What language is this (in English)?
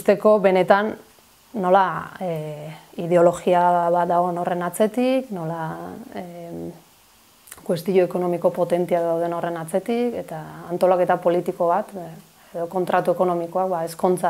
Basque